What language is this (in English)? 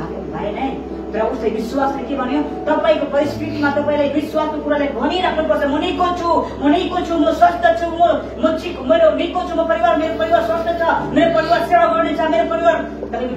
Nepali